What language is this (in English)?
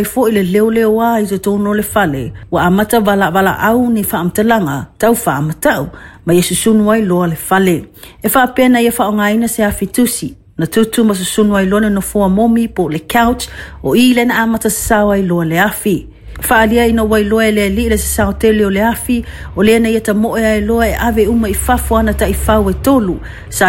Samoan